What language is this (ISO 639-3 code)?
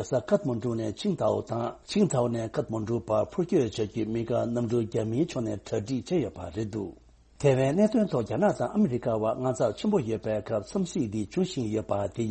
bod